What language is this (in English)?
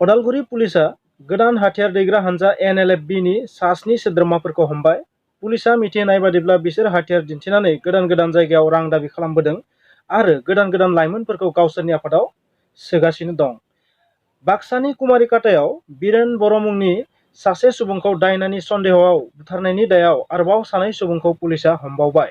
Bodo